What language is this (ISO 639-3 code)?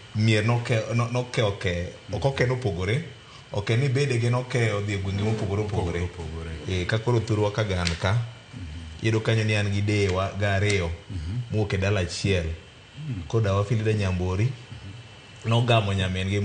luo